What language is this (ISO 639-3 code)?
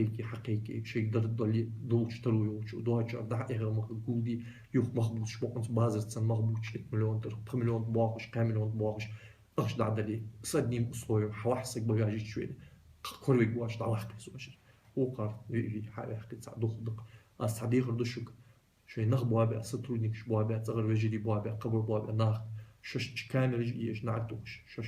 inh